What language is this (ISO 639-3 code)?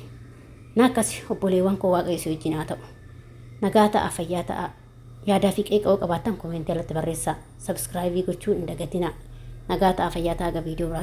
orm